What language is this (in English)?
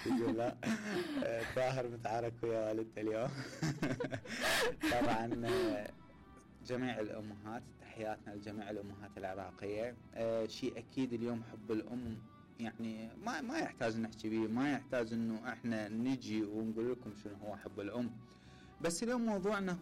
Mesopotamian Arabic